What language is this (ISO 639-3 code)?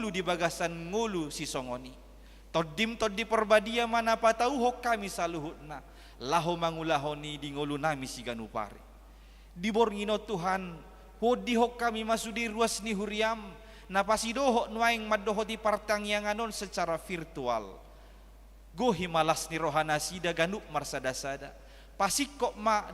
bbc